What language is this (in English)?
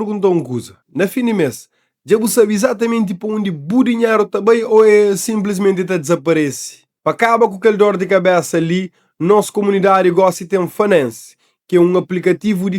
Kabuverdianu